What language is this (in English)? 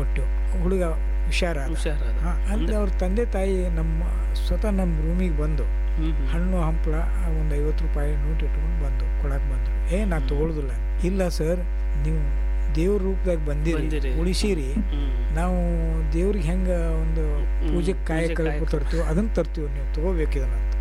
Kannada